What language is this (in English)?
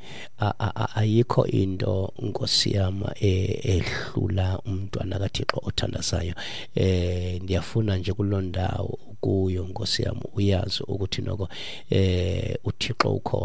Xhosa